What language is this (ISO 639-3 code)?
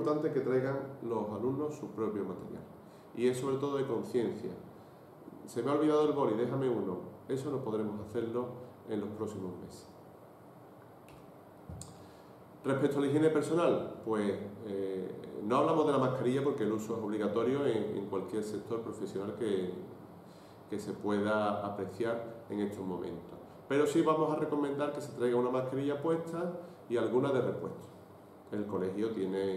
spa